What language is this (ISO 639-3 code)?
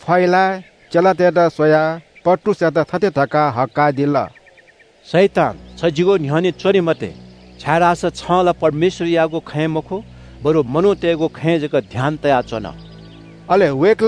new